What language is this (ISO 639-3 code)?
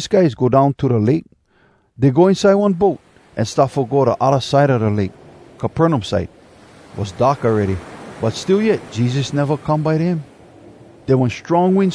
hwc